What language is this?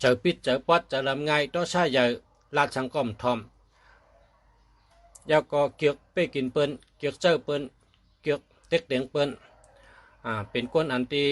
Shan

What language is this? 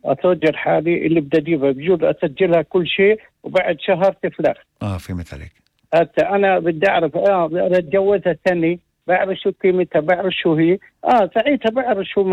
North Levantine Arabic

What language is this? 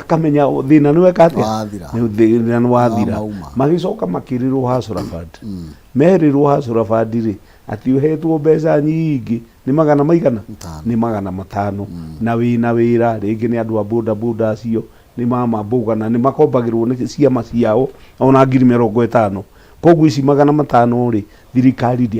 Kikuyu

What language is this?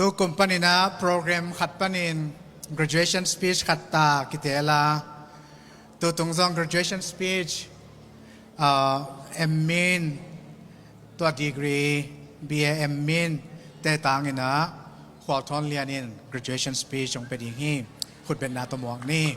Tedim Chin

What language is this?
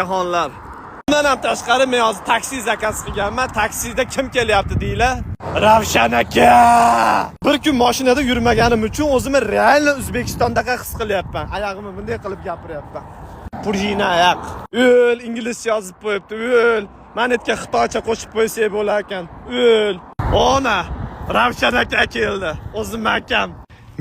Uzbek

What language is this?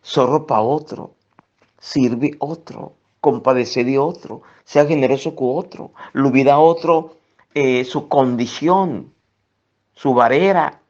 Papiamento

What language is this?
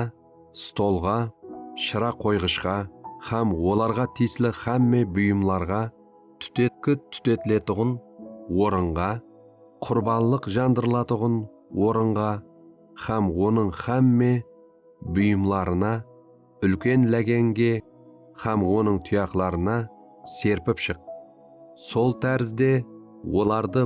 Kara-Kalpak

